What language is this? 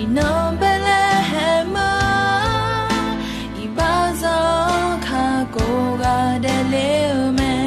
Akha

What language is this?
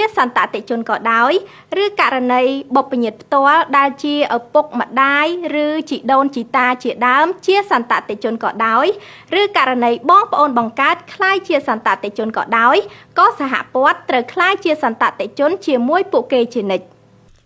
Khmer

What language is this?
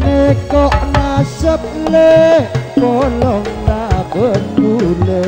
Madurese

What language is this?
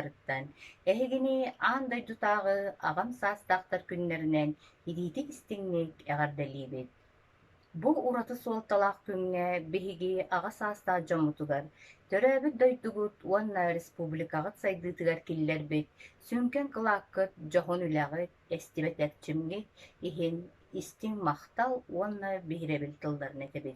Yakut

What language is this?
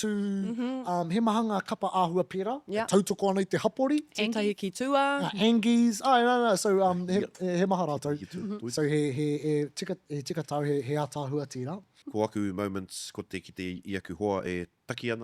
Māori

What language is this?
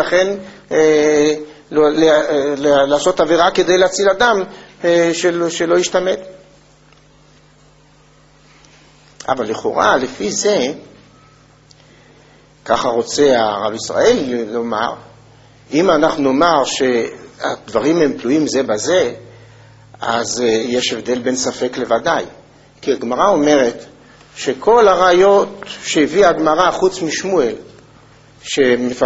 Hebrew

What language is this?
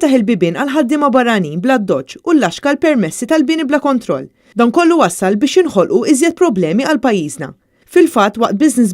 Maltese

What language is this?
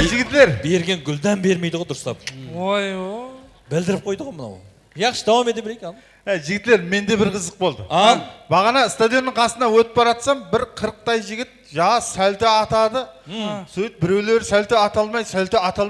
Kara-Kalpak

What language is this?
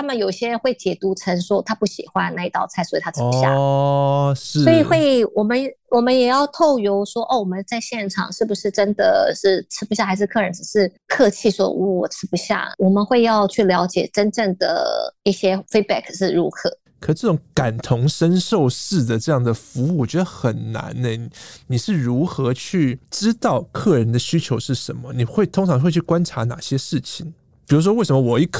Chinese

